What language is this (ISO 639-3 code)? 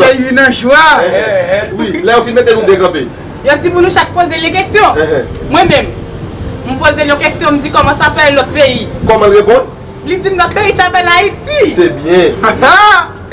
hat